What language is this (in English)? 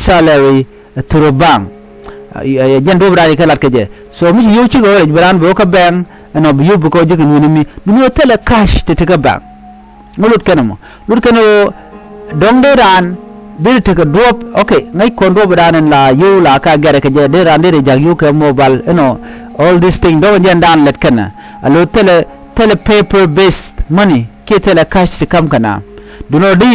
Nuer